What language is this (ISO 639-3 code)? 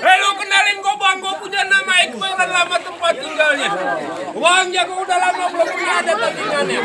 bew